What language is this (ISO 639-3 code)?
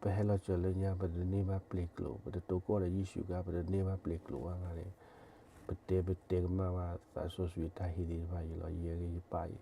ksw